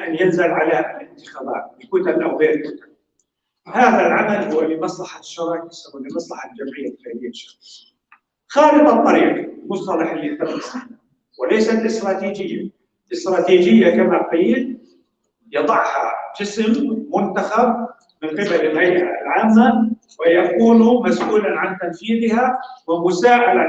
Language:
North Levantine Arabic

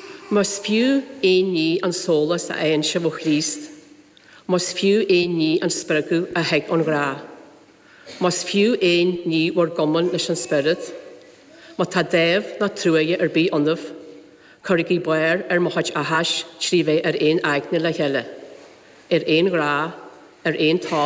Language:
Irish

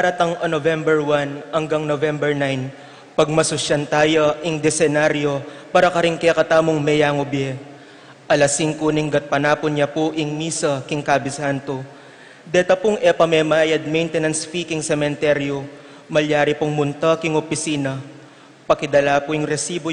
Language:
Pampanga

